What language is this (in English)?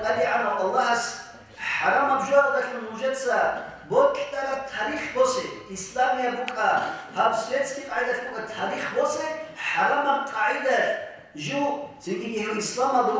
Avaric